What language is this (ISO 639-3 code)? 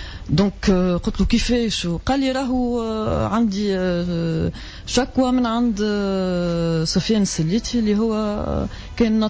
aeb